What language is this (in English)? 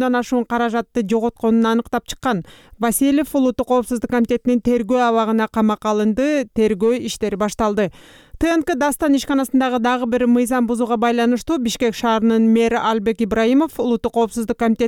Kyrgyz